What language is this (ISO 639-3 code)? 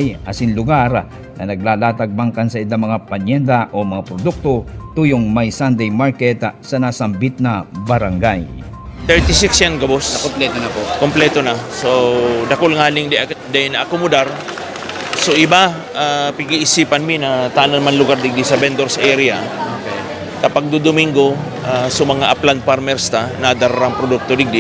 bik